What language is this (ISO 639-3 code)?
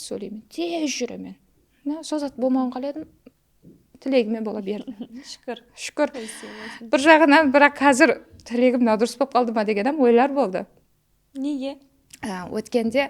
kaa